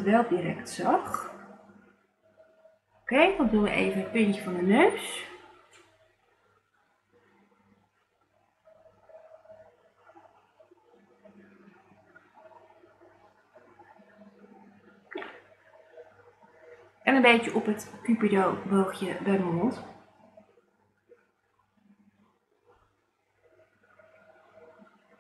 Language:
Dutch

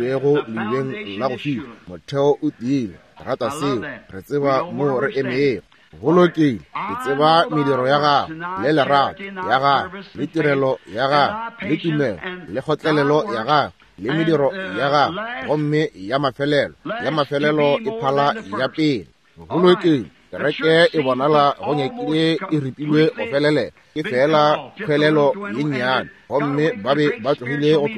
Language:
Northern Sotho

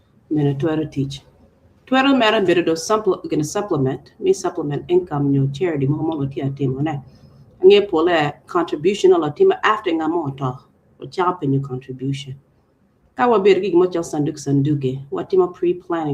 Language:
Acoli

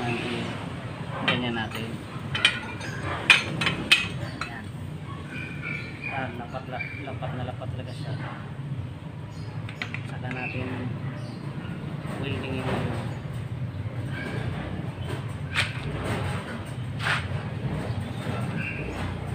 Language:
Filipino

